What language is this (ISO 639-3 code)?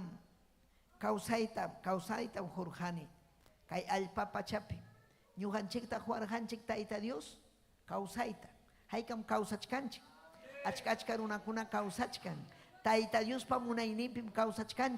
quy